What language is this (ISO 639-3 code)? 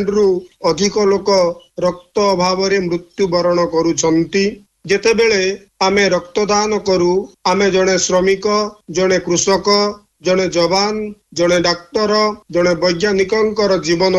ori